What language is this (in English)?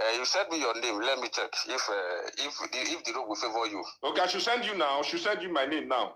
Nigerian Pidgin